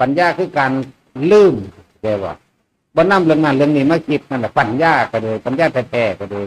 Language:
Northeastern Thai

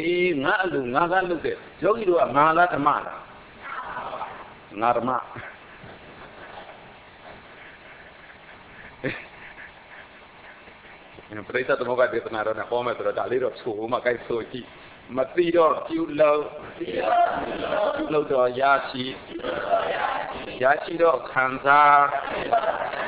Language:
Burmese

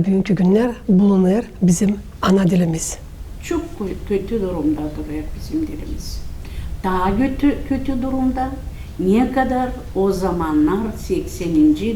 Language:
Gagauz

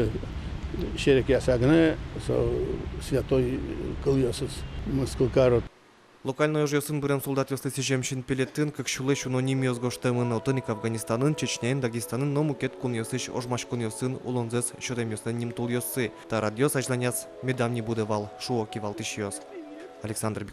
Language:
Udmurt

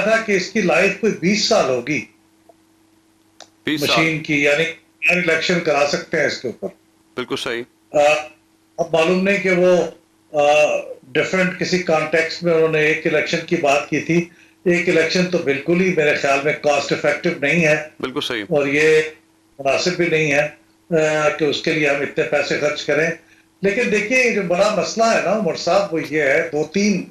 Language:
Urdu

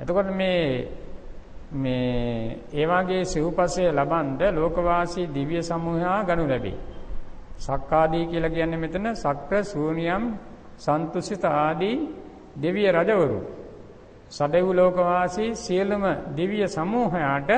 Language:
Sinhala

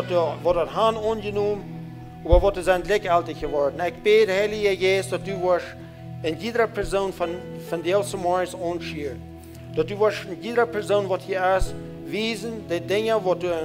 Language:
Plautdietsch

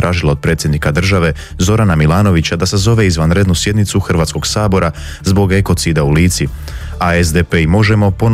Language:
Croatian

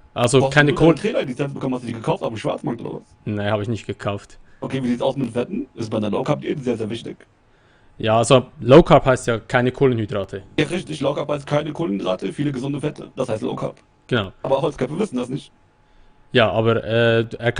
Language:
Swiss German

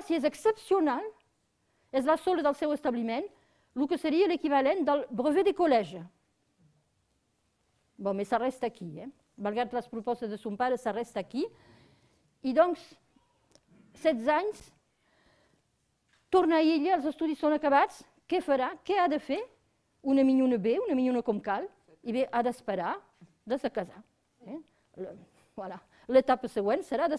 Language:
Catalan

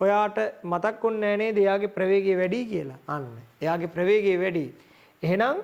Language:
Sinhala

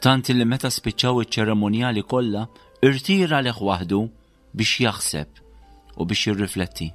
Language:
Maltese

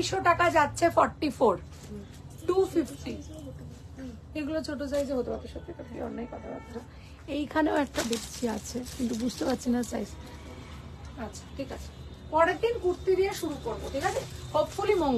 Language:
Bangla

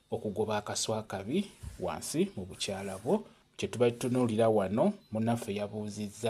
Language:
Ganda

